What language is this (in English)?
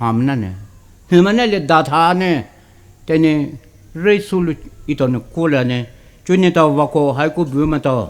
Poumei Naga